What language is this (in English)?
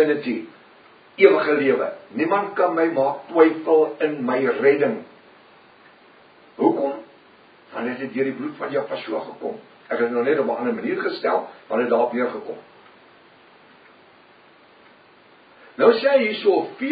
Afrikaans